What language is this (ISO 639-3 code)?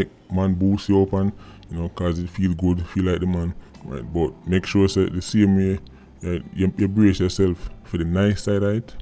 jam